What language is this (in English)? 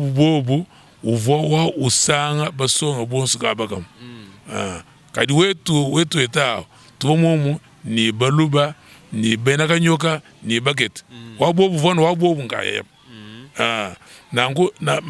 Luba-Lulua